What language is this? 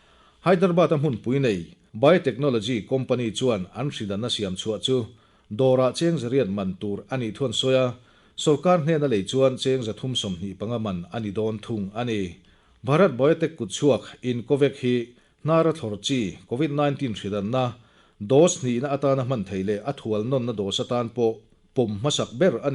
Mizo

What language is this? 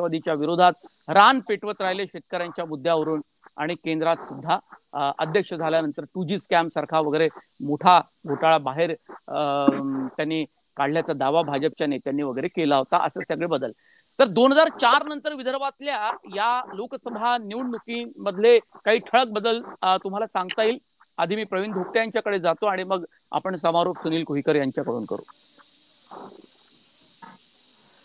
Marathi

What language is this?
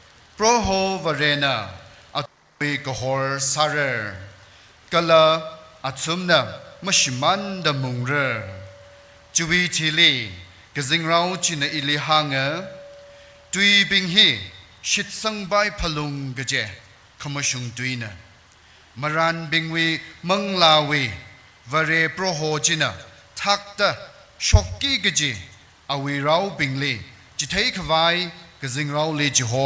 Tangkhul Naga (India)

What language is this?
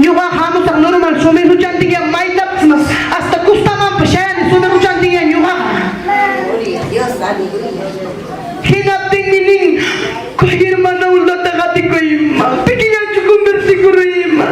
Ayacucho Quechua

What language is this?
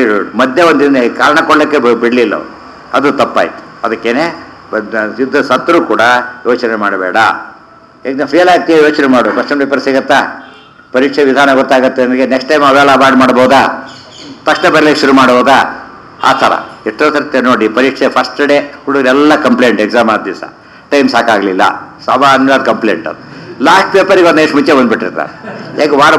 Kannada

